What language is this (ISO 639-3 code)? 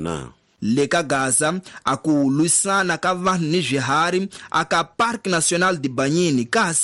tso